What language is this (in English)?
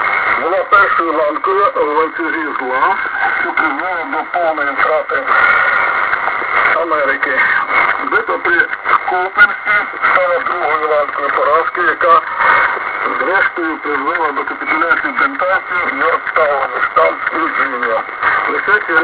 Ukrainian